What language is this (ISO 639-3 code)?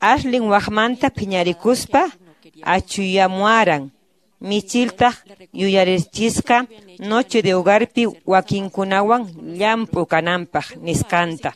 que